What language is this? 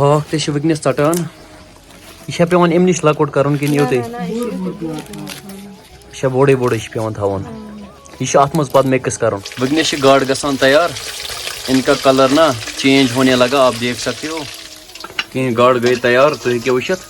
Kashmiri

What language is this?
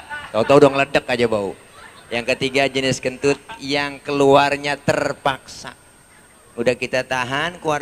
Betawi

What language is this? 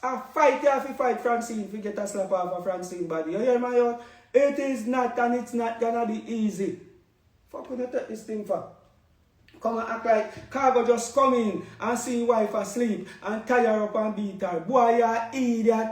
Jamaican Creole English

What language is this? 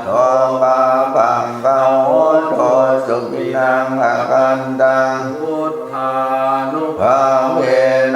Pali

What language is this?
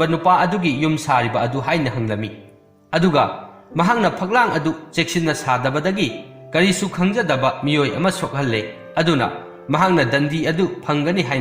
Manipuri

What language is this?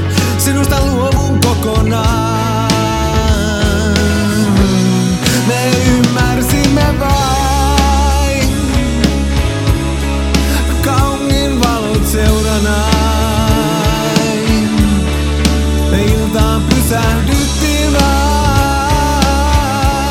Finnish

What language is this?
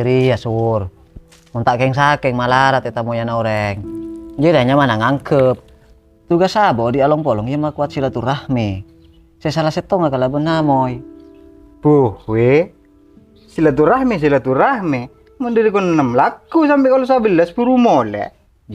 Madurese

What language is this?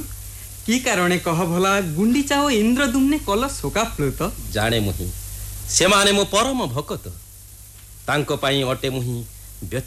Odia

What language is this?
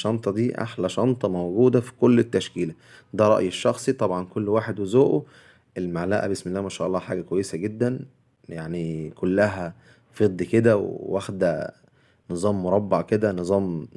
Egyptian Arabic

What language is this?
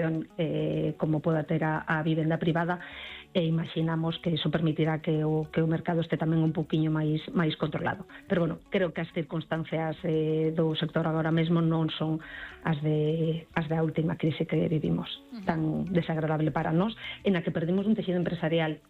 Galician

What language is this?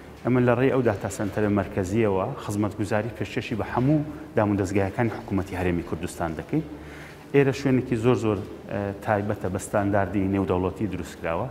Central Kurdish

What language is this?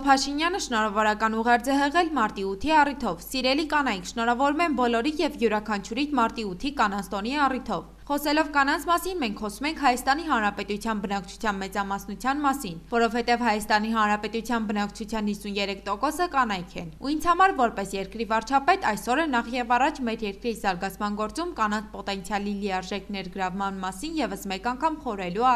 Armenian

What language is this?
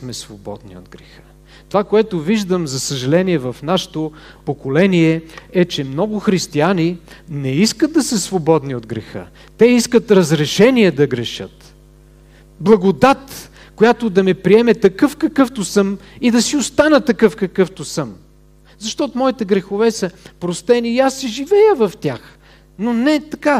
Bulgarian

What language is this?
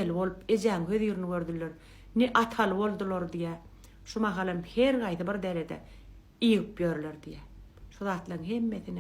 Turkmen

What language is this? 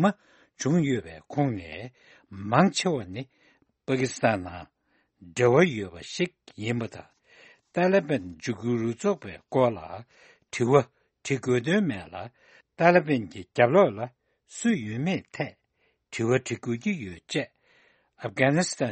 Tibetan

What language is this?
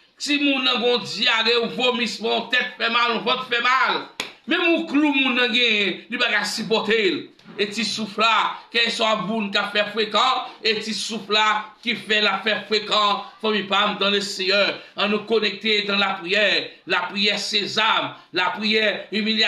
Haitian Creole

